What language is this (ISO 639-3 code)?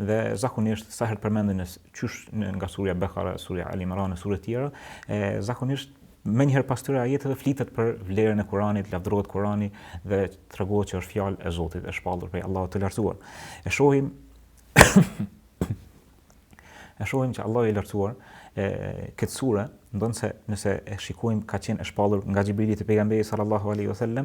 sqi